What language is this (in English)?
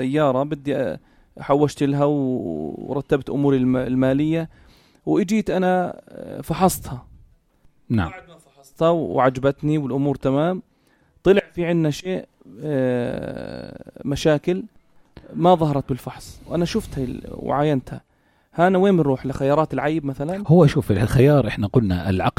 North Levantine Arabic